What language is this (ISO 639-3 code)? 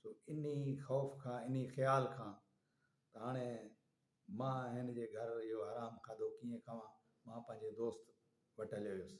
snd